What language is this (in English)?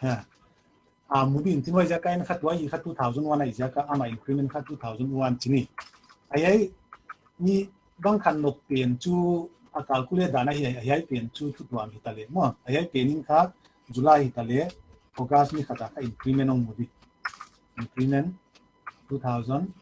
Paite Chin